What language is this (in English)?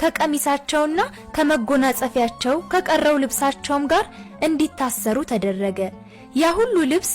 Amharic